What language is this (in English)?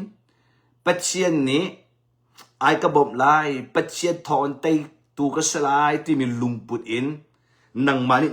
Hakha Chin